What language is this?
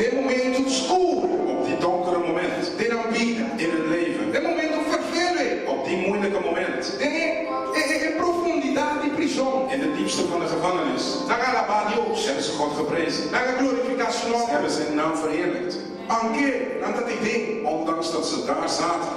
Papiamento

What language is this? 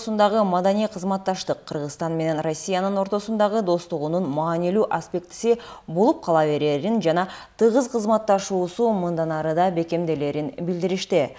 Kyrgyz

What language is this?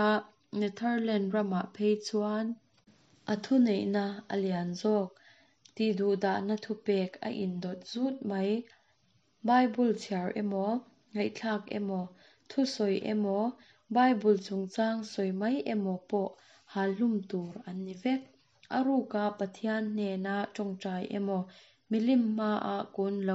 Mizo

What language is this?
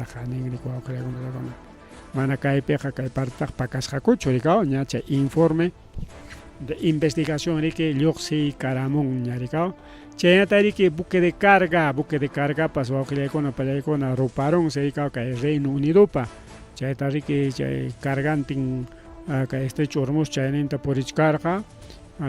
Ayacucho Quechua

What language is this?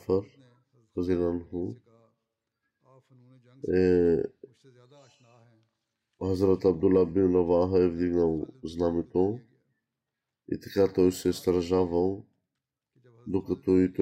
Bulgarian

